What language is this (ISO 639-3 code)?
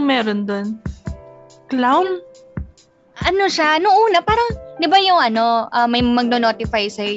fil